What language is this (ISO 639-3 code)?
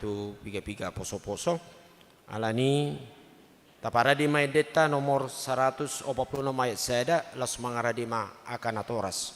bbc